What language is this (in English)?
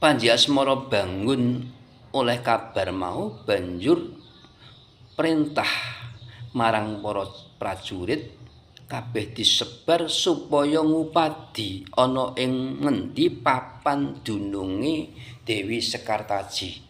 Javanese